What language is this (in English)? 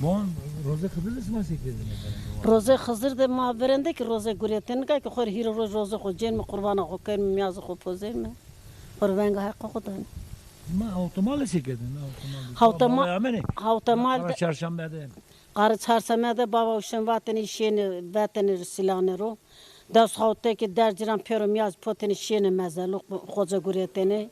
Zaza